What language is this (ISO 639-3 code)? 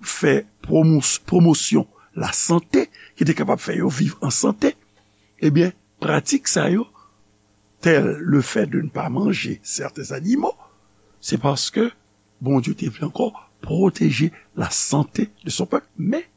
hat